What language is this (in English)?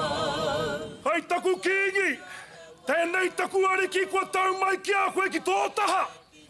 Māori